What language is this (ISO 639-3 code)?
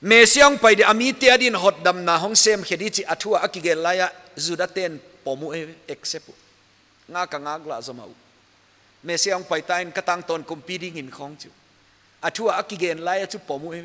pck